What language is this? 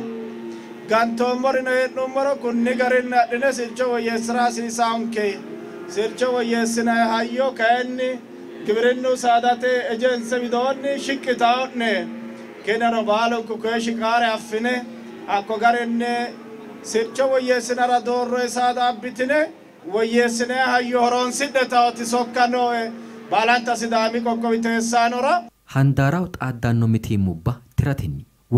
Sidamo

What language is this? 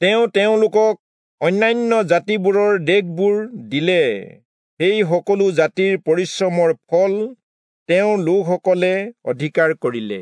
Assamese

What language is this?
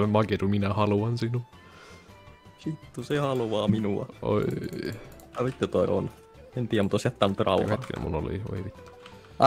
Finnish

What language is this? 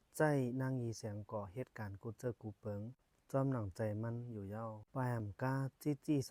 Shan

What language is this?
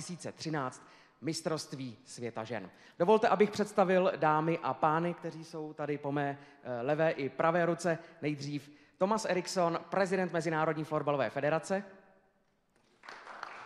Czech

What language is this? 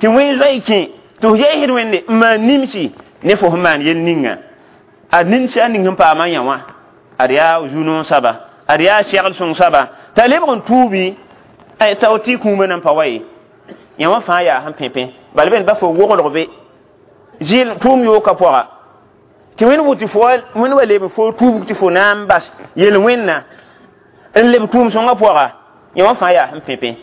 Mossi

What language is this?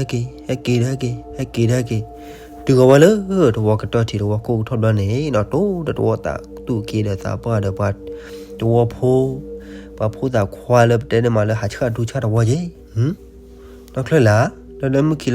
S'gaw Karen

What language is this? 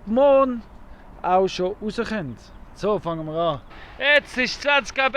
Swiss German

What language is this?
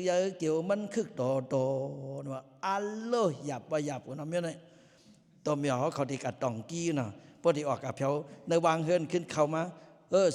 Lao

